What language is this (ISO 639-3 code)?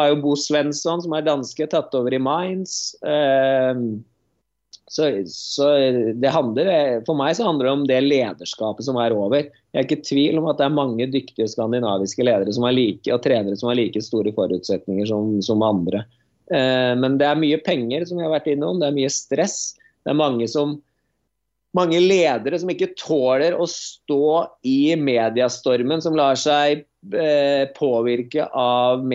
nor